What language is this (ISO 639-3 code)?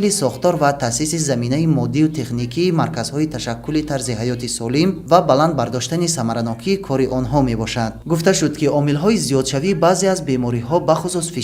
tgk